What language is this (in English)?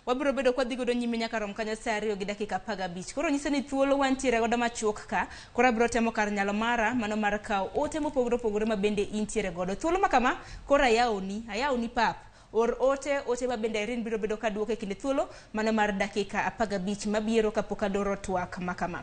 Luo (Kenya and Tanzania)